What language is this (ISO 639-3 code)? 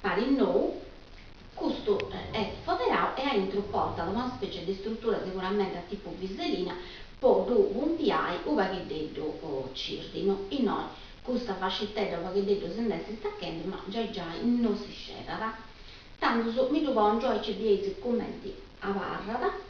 srd